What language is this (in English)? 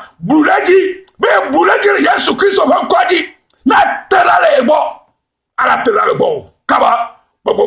Ewe